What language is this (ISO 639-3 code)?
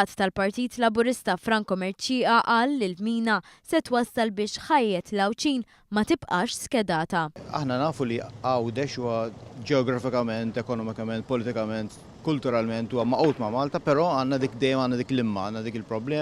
mlt